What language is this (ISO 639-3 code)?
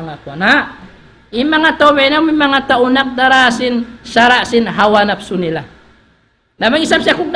tsg